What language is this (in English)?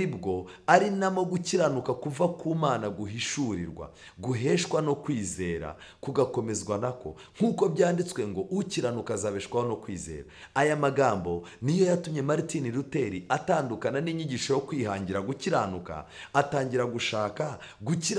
Kinyarwanda